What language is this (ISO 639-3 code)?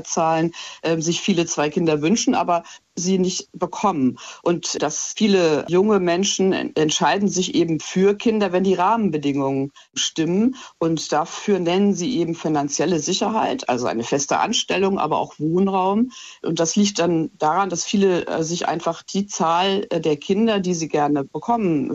deu